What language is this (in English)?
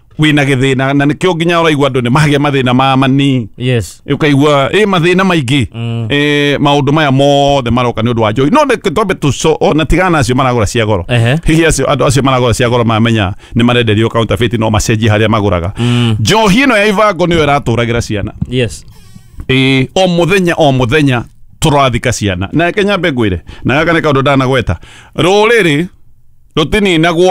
Kikuyu